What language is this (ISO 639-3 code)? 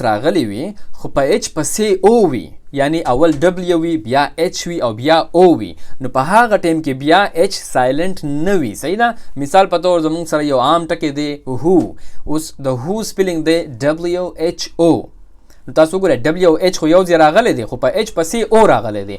pus